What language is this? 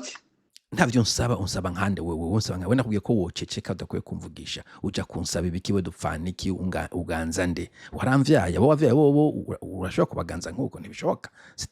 Rundi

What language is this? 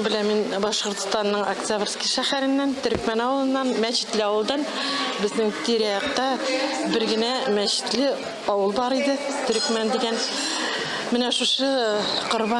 Tatar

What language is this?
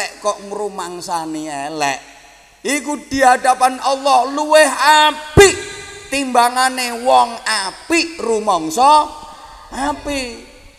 Javanese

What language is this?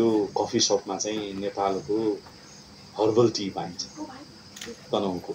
Nepali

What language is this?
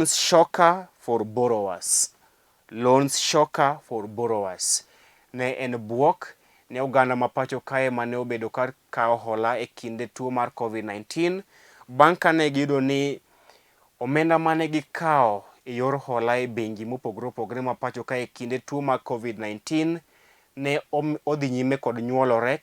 Luo (Kenya and Tanzania)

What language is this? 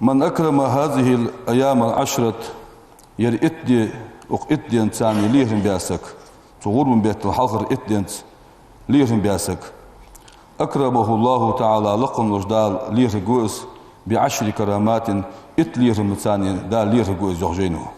Ingush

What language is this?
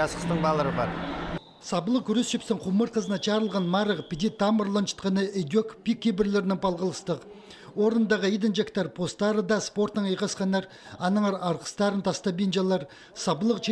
Khakas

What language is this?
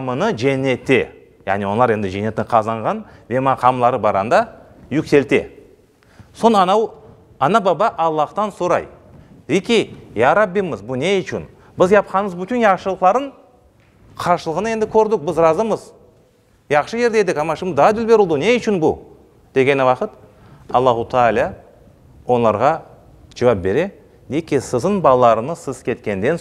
Crimean Tatar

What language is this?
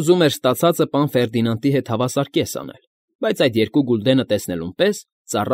Armenian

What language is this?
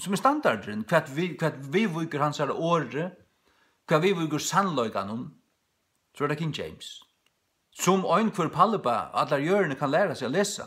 Faroese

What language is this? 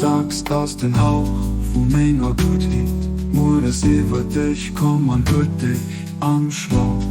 Luxembourgish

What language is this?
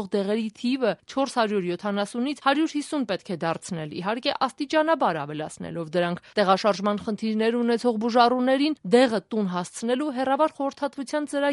Armenian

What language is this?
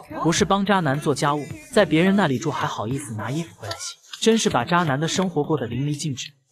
Chinese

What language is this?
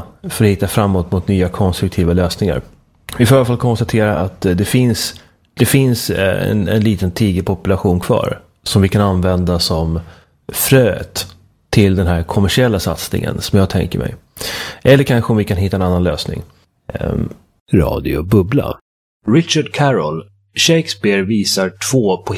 Swedish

